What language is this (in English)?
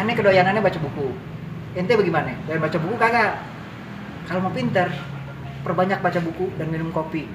Betawi